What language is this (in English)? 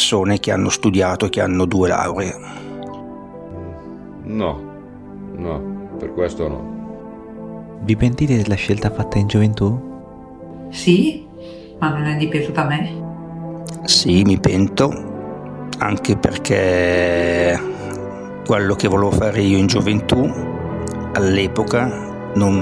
Italian